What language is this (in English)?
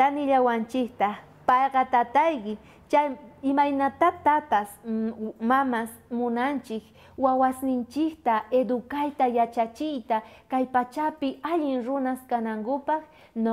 South Bolivian Quechua